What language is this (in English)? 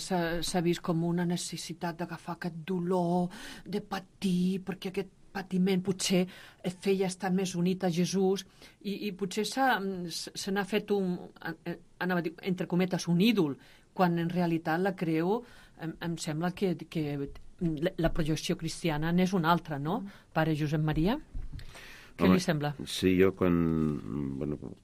Catalan